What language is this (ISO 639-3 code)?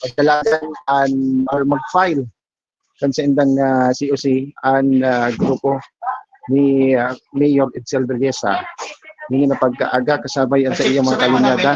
bik